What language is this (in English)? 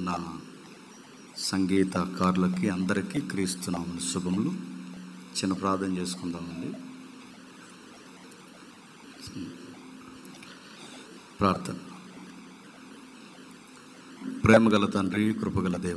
Telugu